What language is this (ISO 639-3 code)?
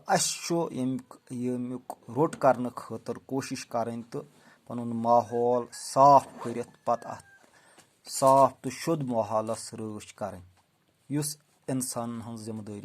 kas